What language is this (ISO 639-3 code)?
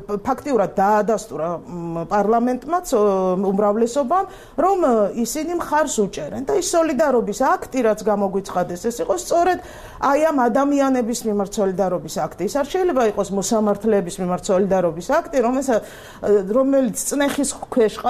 kat